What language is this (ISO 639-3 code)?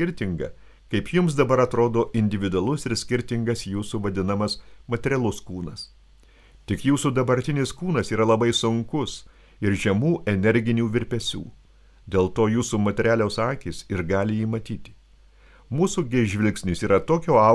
lit